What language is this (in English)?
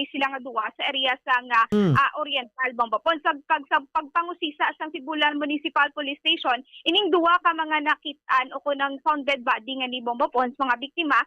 Hiligaynon